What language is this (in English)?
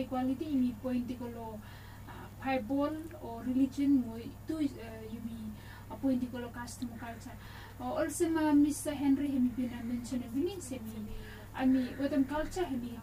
Bislama